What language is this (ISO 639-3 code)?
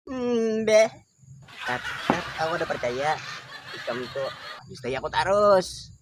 bjn